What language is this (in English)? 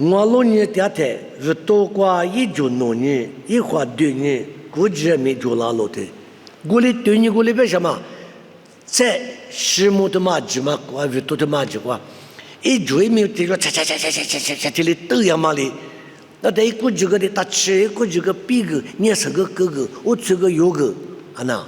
Lisu